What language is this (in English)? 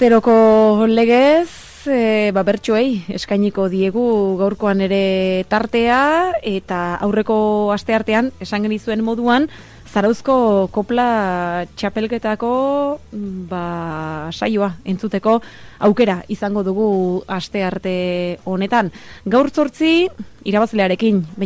Basque